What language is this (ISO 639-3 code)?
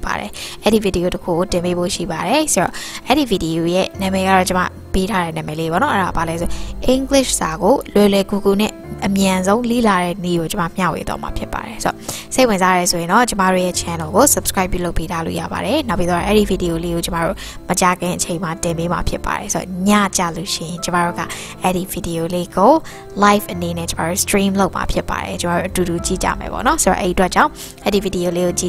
mya